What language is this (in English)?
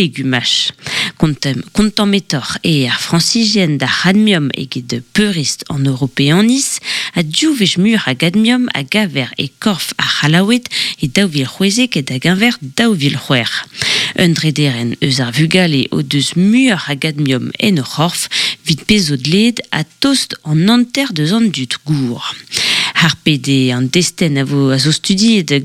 Breton